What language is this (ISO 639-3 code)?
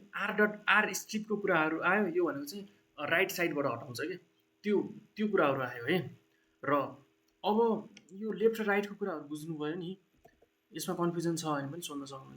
nep